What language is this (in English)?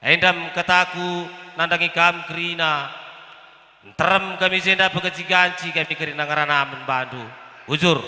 Batak Karo